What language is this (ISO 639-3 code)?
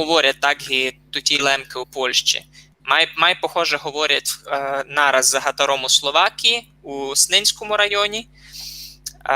rue